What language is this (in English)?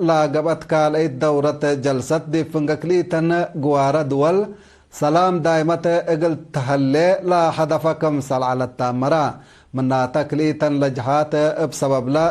Tigre